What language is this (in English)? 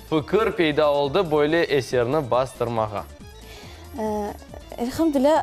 Crimean Tatar